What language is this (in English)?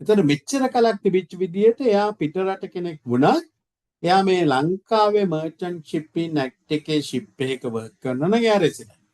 Sinhala